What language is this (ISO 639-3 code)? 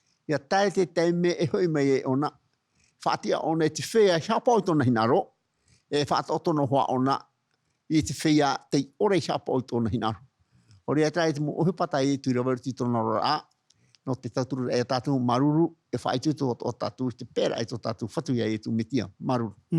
tah